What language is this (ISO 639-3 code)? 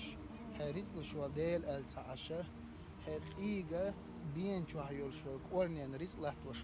che